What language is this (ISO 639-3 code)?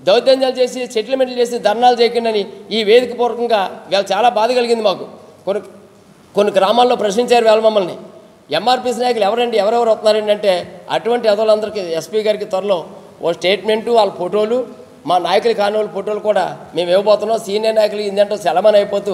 tel